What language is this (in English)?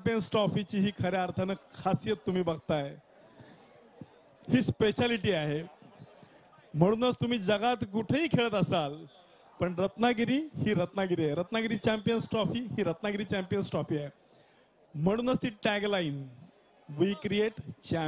Marathi